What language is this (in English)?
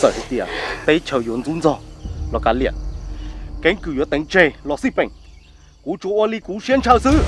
Hmong